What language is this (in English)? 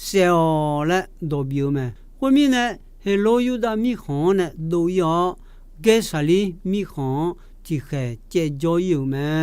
Akha